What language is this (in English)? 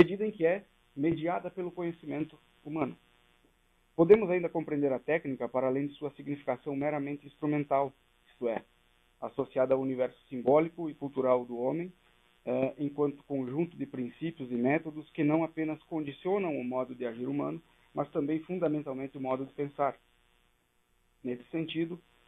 Portuguese